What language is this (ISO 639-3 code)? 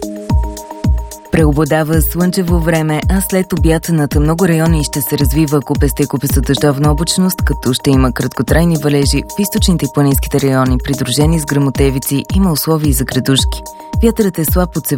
bul